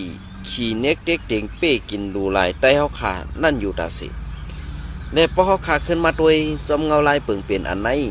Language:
Shan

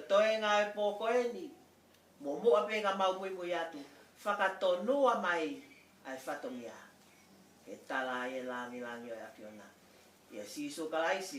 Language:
Tongan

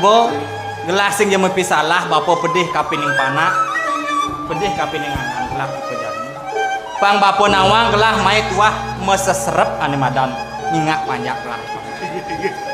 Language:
Balinese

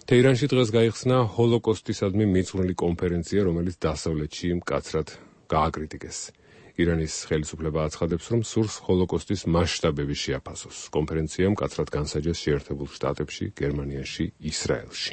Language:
Georgian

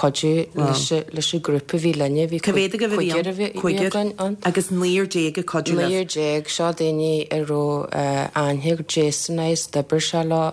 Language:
Irish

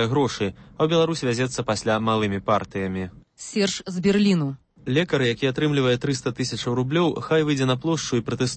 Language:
Belarusian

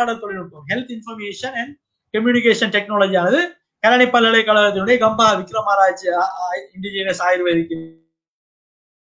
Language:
Tamil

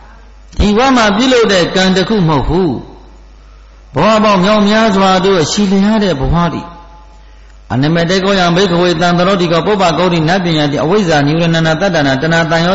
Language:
Burmese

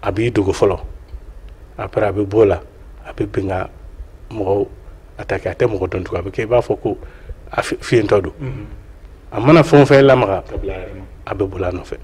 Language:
Bambara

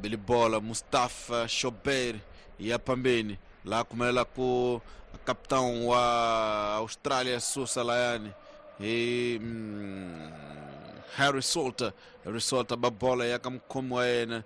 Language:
Tsonga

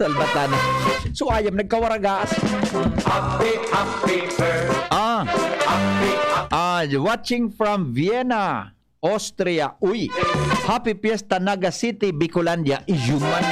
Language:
Bikol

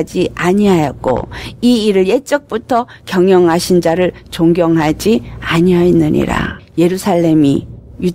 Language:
Korean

